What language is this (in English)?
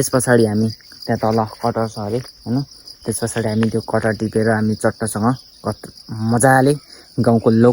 Nepali